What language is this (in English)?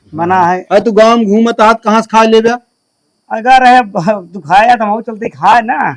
Awadhi